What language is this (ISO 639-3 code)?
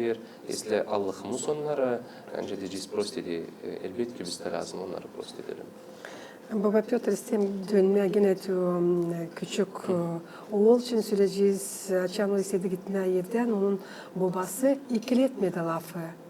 gag